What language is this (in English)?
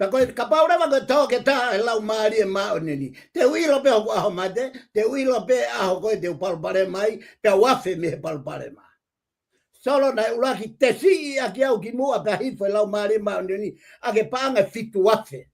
Tongan